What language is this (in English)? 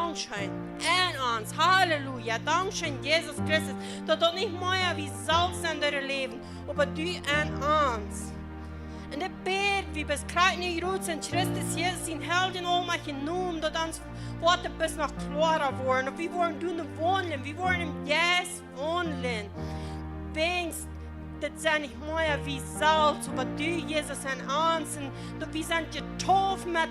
Plautdietsch